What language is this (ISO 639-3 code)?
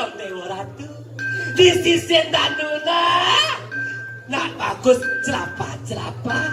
ban